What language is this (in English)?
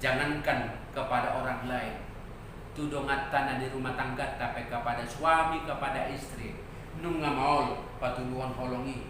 Batak Toba